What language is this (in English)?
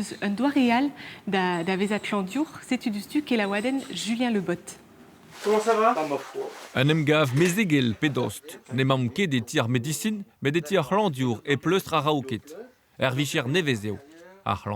Breton